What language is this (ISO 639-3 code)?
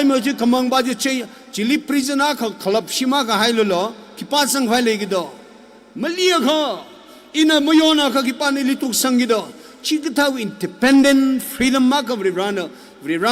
nmf